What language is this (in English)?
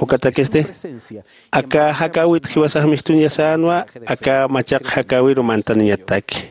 Aymara